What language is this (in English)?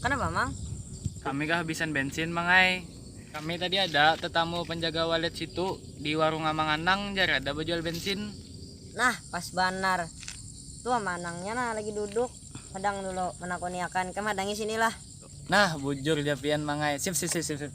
Banjar